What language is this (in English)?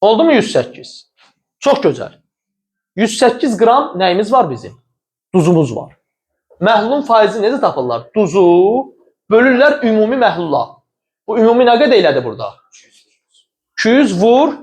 Azerbaijani